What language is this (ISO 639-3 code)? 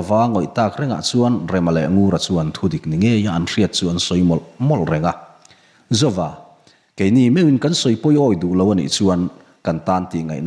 lus